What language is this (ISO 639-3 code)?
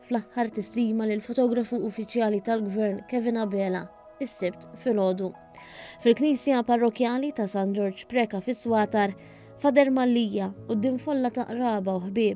mlt